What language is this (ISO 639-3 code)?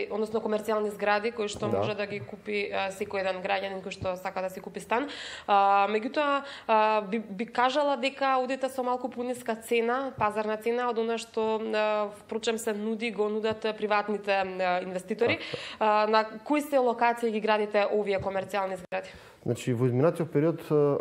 mkd